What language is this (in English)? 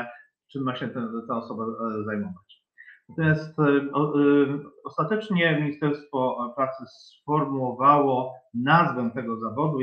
Polish